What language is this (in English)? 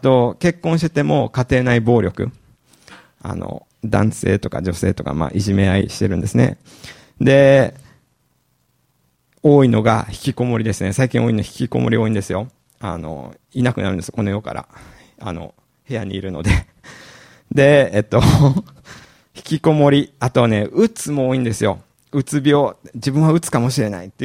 Japanese